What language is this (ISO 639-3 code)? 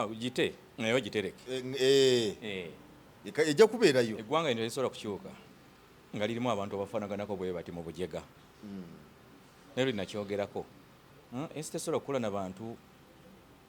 lug